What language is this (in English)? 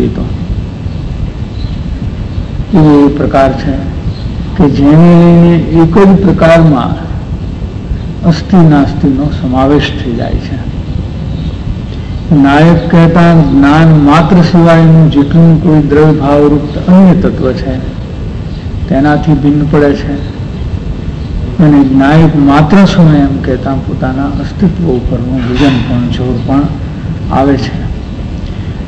Gujarati